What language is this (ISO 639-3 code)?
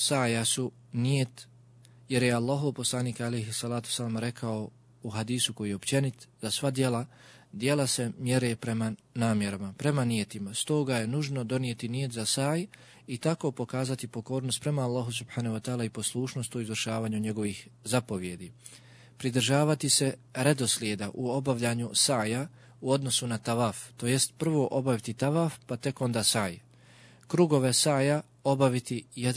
bos